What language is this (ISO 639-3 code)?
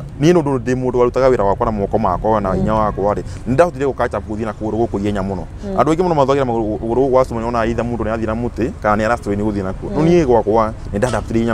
kik